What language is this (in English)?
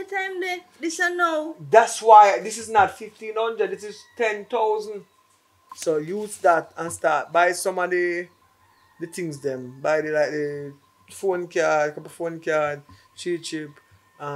Jamaican Creole English